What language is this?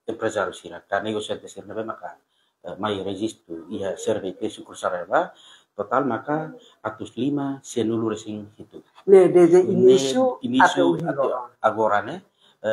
Tetum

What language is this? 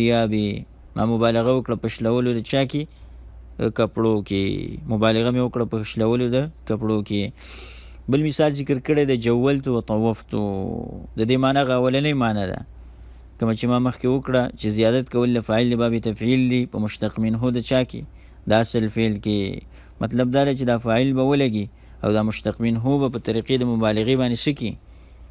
Pashto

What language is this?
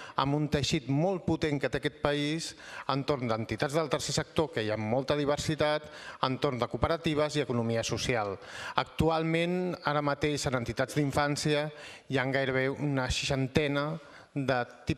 Catalan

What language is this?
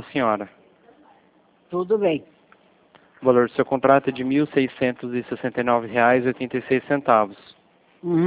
Portuguese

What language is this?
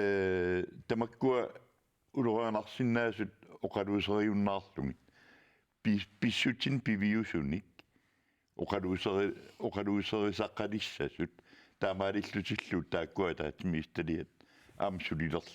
Kalaallisut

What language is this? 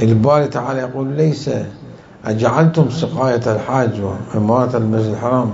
Mesopotamian Arabic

